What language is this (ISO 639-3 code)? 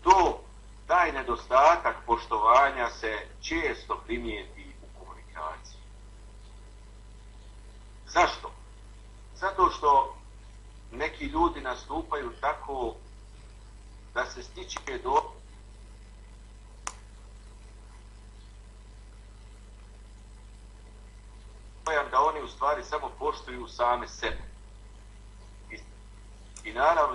bos